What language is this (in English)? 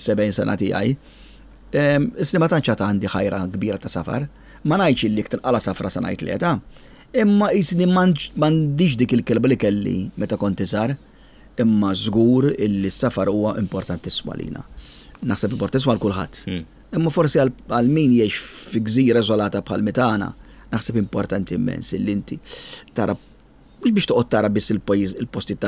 Maltese